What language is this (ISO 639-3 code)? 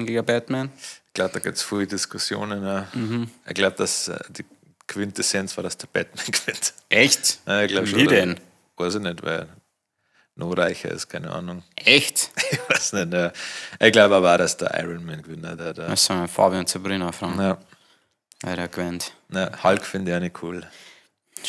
bar